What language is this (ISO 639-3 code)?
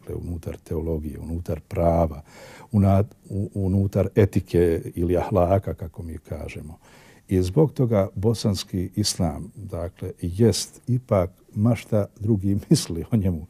bos